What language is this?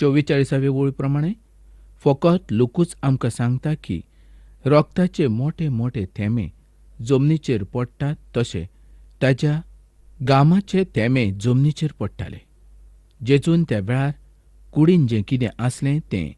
Konkani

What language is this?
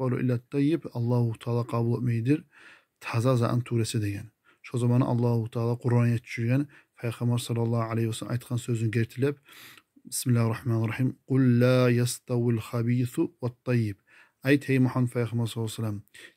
Kumyk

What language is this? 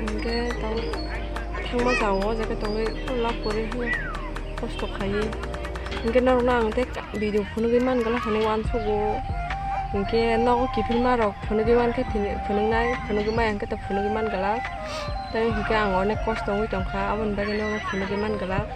Kok Borok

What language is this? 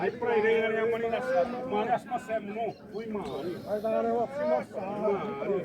Xavánte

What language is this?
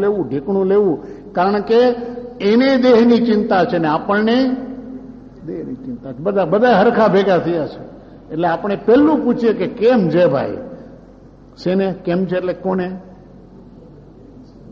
Gujarati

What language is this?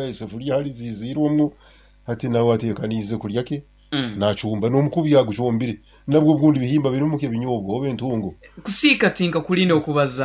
Nyankole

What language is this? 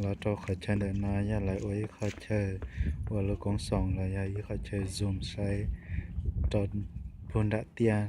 Hmong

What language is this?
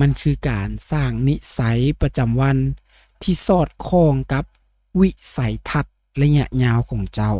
Lao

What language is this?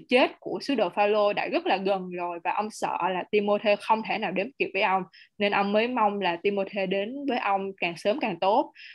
Vietnamese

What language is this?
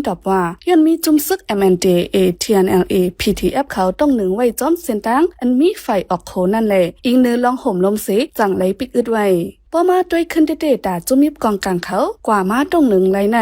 Shan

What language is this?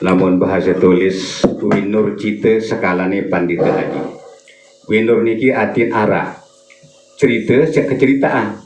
Sasak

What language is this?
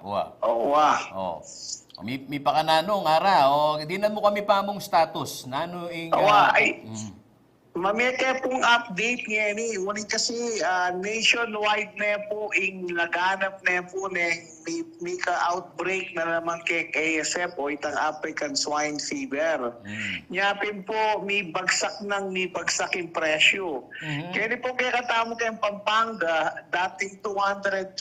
Pampanga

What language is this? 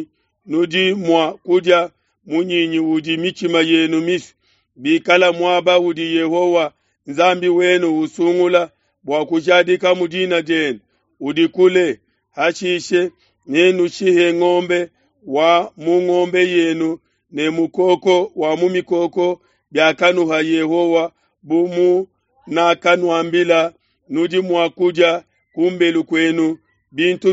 Luba-Lulua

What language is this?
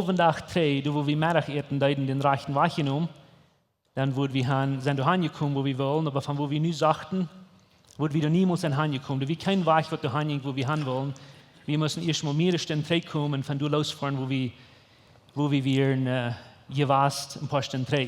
Plautdietsch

